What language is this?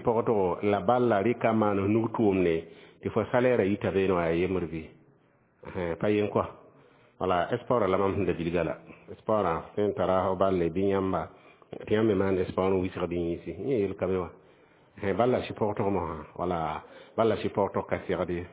Mossi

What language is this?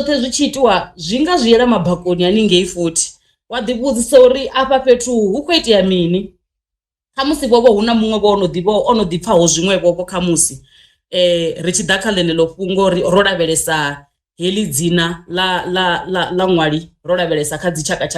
Venda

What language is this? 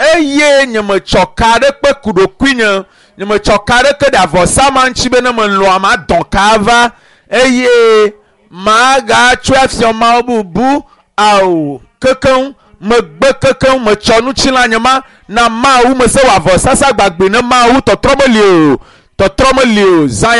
Ewe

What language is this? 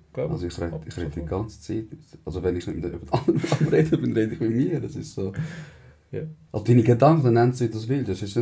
Swiss German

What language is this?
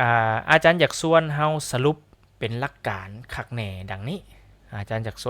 Lao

